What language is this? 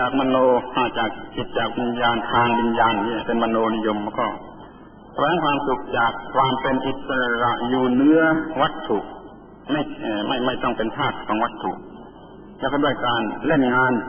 Thai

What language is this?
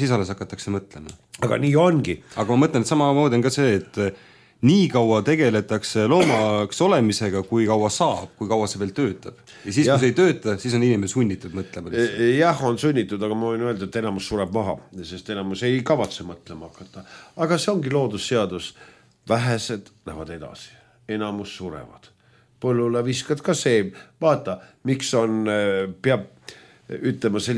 Estonian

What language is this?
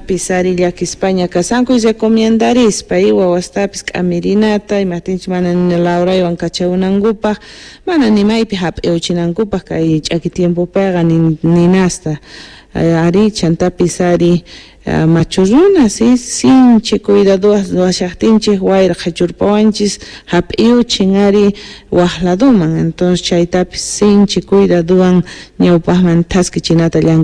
Quechua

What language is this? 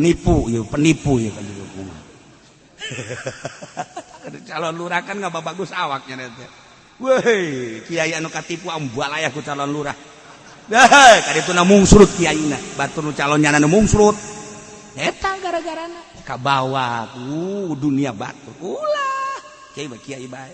Sundanese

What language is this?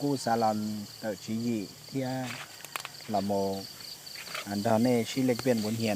Hmong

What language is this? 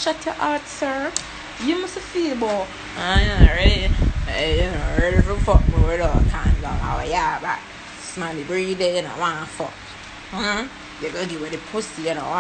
Jamaican Creole English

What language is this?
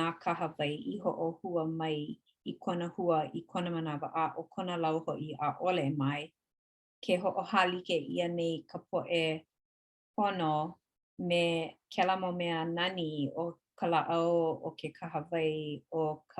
Hawaiian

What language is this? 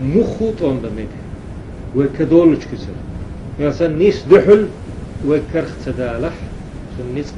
Chechen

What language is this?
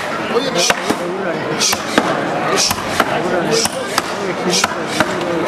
Basque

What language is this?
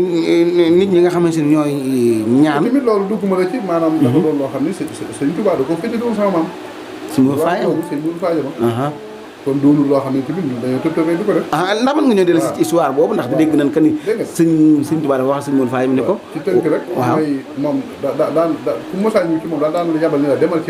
Wolof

